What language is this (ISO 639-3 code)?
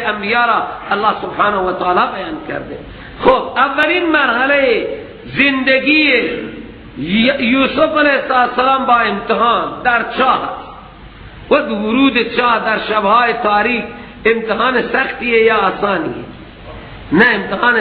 fas